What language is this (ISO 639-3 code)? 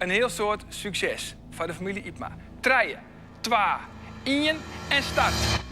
fry